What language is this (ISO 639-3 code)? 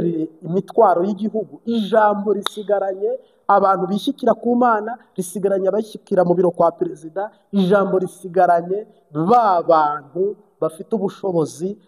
kin